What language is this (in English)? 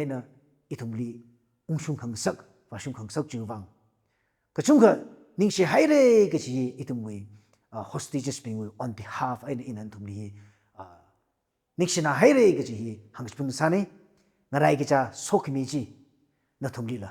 Tangkhul Naga (India)